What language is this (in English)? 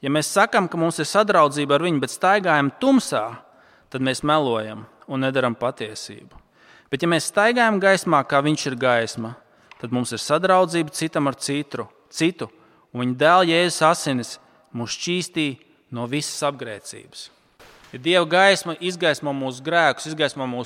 Latvian